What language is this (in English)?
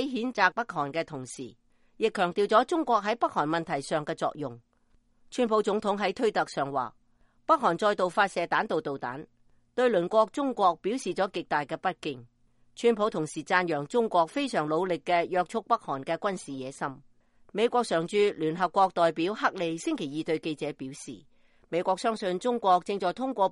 Cantonese